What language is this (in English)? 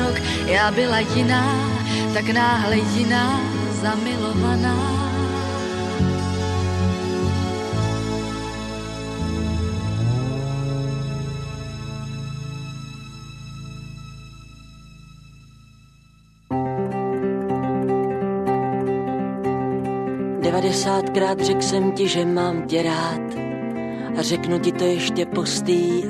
Czech